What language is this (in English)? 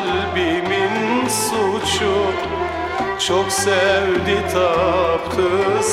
Turkish